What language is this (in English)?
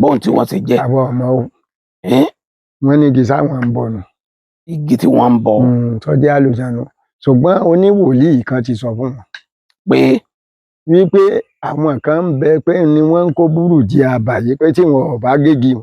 Yoruba